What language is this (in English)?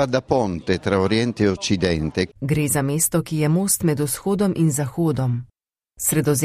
Slovenian